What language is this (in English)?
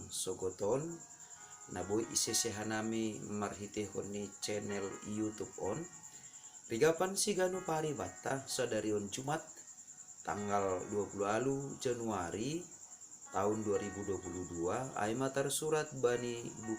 Batak Simalungun